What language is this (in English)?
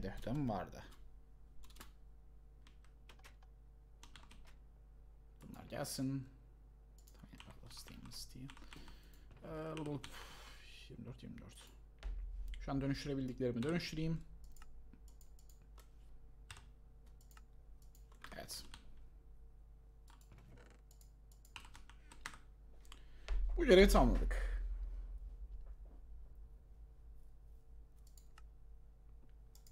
Turkish